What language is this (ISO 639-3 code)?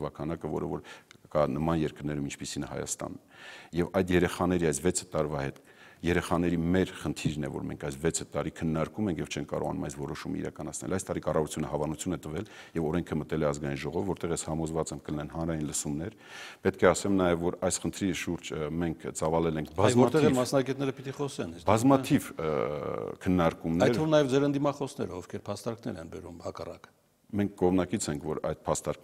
hye